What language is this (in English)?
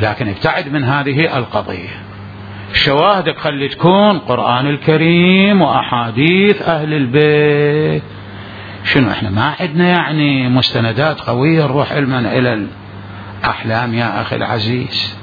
Mesopotamian Arabic